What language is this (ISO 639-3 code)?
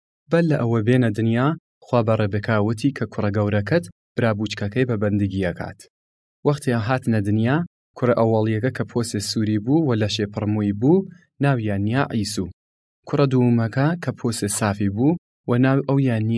sdh